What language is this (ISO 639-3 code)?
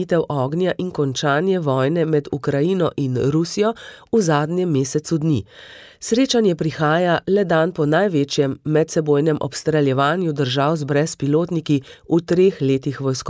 slv